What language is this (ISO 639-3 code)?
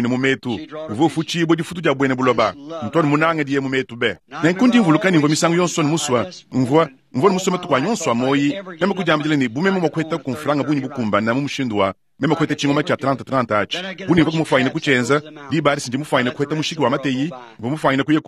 lua